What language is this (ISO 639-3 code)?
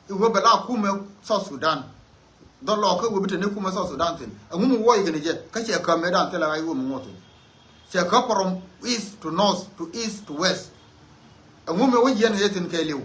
nus